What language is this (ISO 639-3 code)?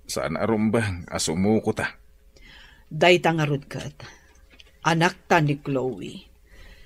ilo